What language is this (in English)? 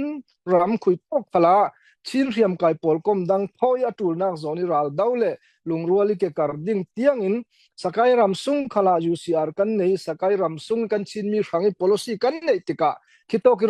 Falam Chin